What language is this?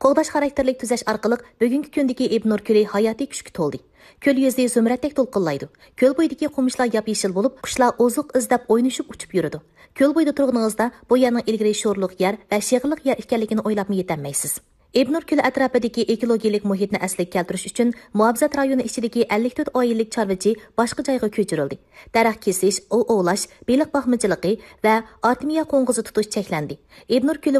Uzbek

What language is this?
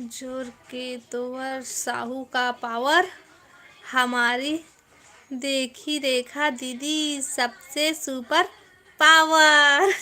Chhattisgarhi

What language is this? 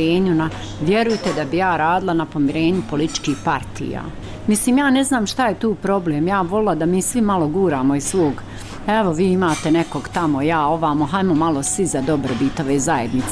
Bosnian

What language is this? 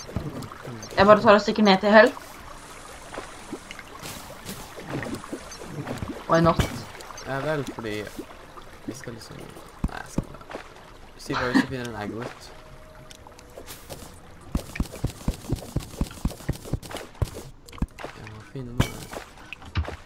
Norwegian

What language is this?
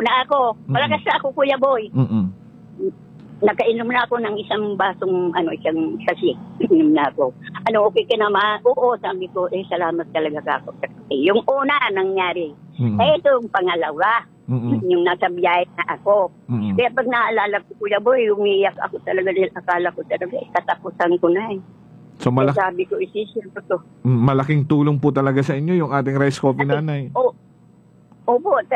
Filipino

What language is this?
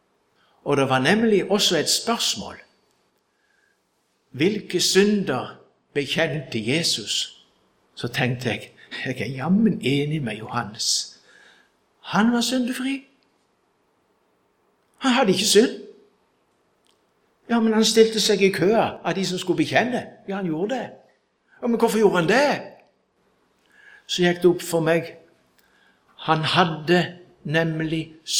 Norwegian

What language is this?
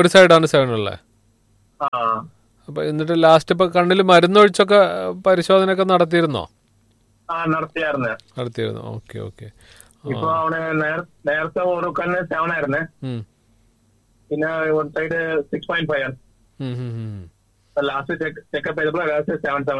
Malayalam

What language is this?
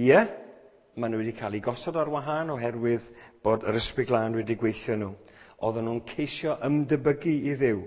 Welsh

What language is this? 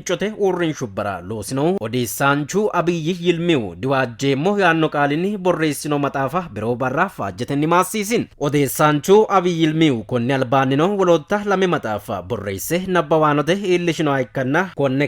Sidamo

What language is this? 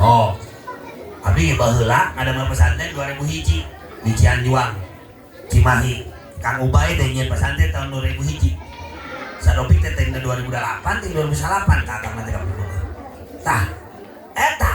Sundanese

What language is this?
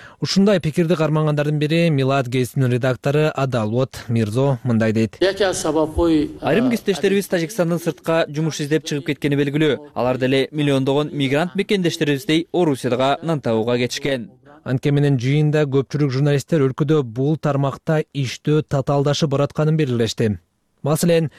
Kyrgyz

